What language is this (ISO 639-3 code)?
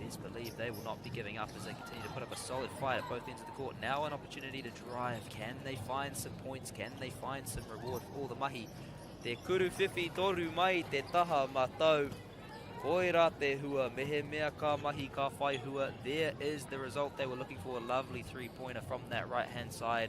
mri